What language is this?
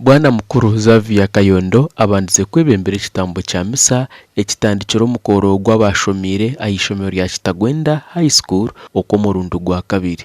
Nyankole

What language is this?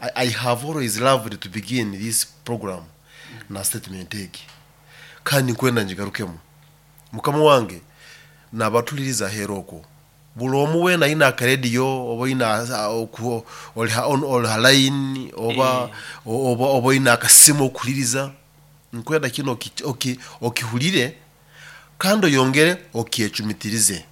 Nyoro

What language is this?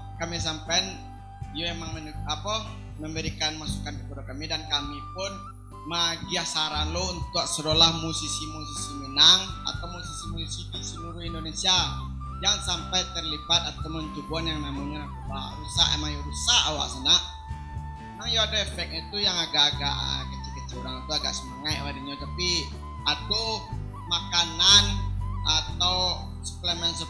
Minangkabau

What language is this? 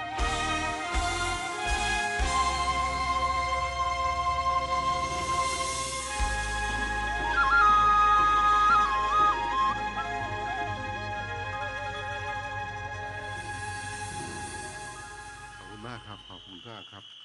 Thai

